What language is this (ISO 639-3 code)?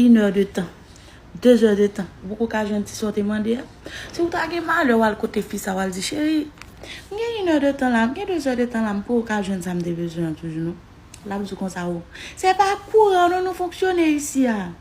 hat